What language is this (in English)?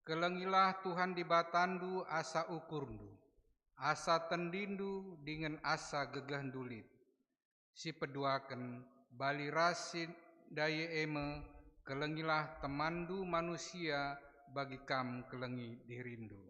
Batak Karo